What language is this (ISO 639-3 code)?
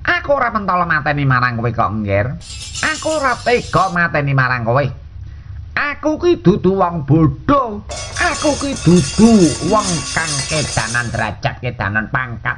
jav